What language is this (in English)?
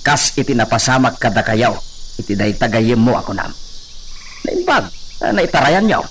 Iloko